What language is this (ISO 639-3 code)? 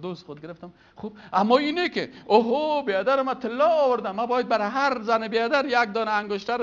fas